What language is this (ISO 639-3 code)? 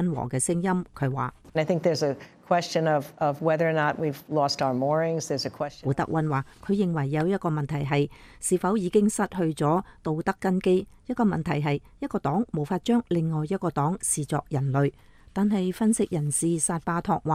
yue